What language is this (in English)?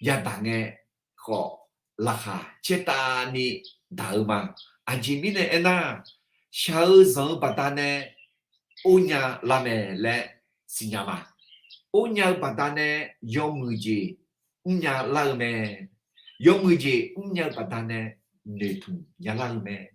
Akha